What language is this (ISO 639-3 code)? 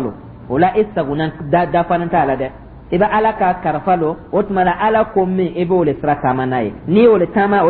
dyu